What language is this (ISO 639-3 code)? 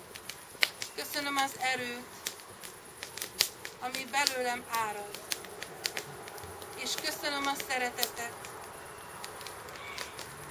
hun